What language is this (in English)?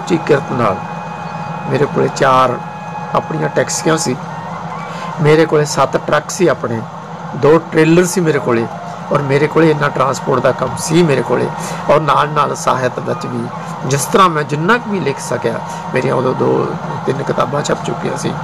Punjabi